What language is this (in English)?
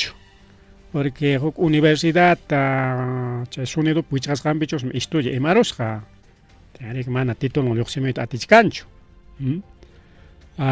Ayacucho Quechua